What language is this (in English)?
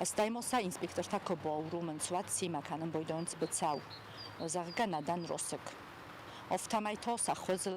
Ossetic